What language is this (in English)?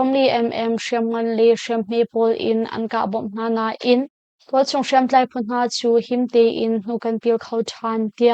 Hakha Chin